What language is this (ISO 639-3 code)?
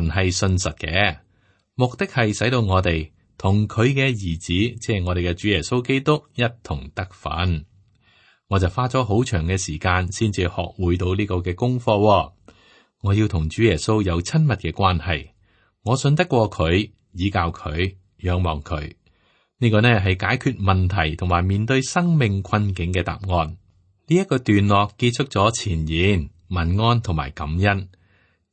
yue